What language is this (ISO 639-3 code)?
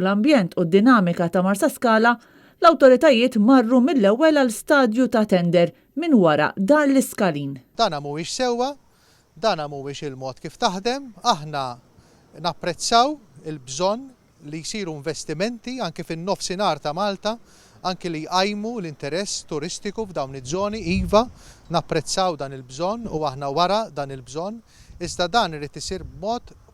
mlt